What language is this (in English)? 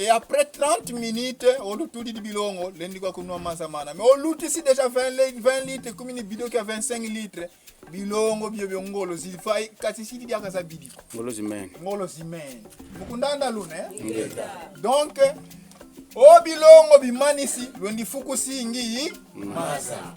Kongo